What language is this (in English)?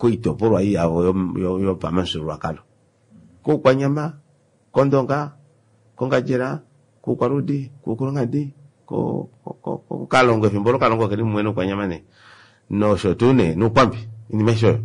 Kuanyama